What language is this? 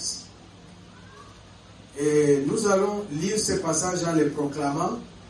French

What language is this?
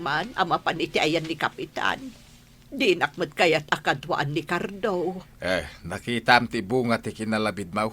Iloko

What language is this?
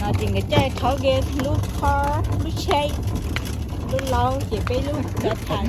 Hmong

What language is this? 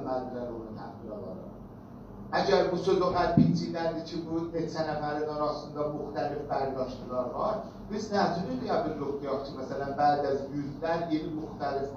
South Azerbaijani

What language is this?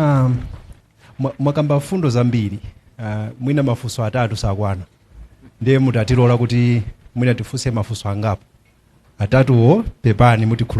Nyanja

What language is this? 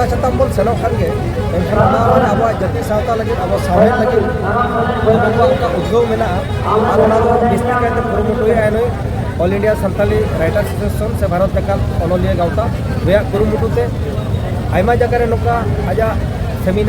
Santali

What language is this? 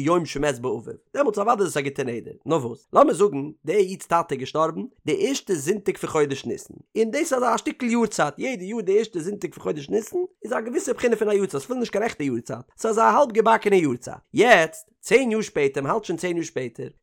Yiddish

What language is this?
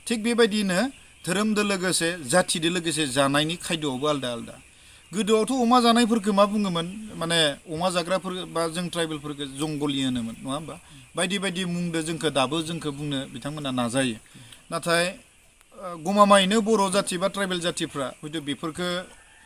Bodo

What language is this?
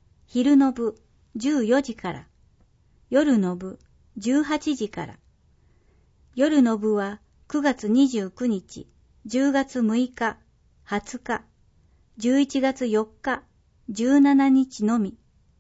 Japanese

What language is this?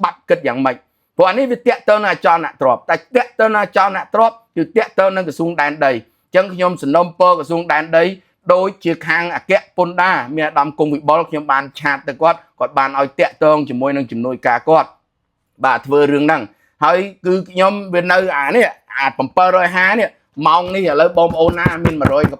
Khmer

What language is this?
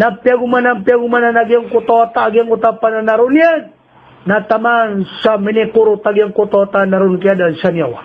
Maranao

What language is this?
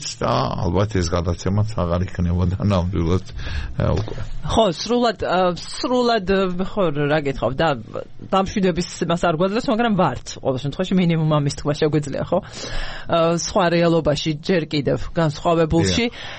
Georgian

